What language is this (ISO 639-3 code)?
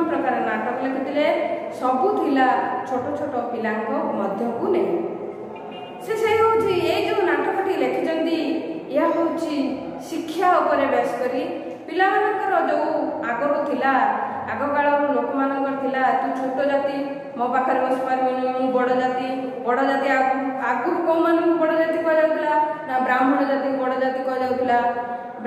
ori